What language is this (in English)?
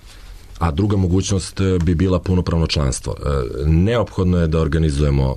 Serbian